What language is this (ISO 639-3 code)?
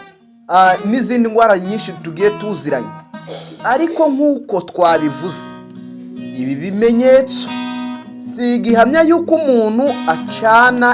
kin